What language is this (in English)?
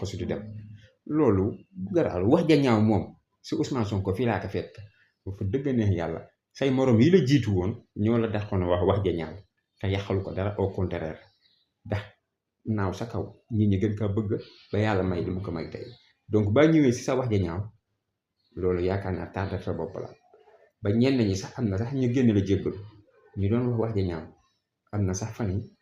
Wolof